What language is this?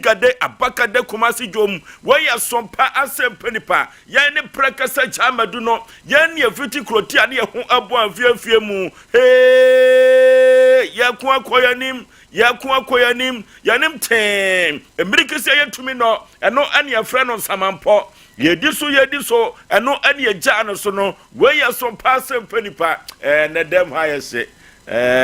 Akan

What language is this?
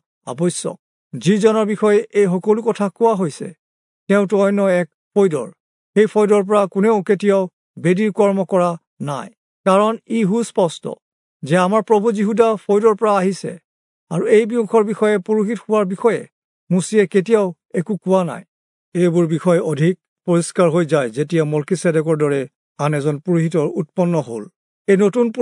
Assamese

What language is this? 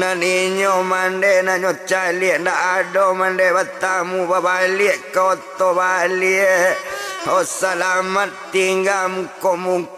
Minangkabau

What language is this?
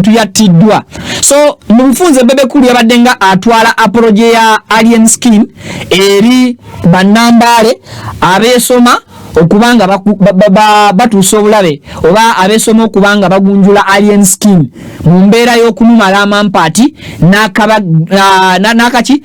Ganda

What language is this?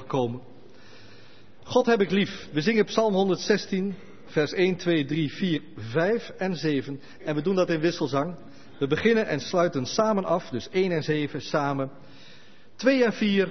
Dutch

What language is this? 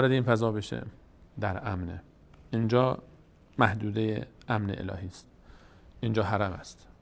Persian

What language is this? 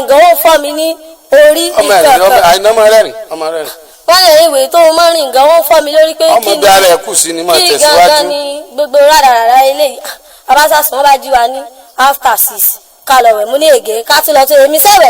Yoruba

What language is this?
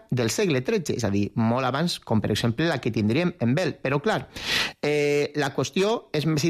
Catalan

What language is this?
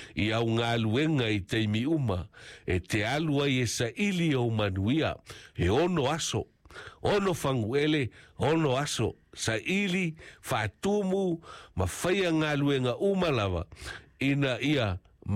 Samoan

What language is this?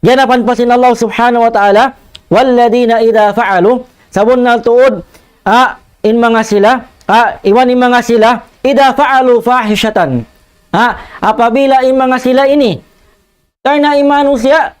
Tausug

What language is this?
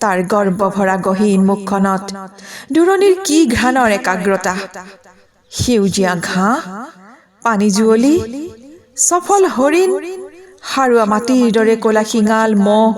Assamese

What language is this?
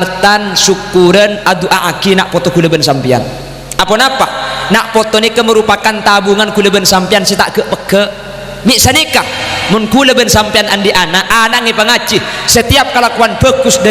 Madurese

